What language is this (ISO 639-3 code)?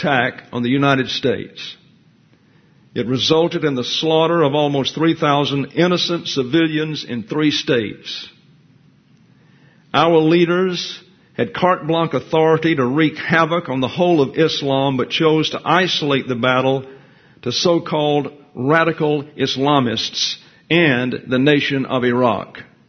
eng